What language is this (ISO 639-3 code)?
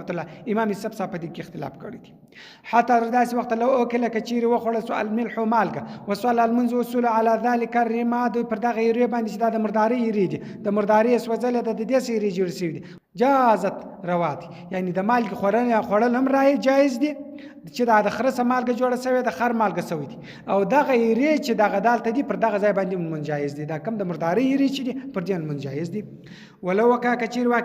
pus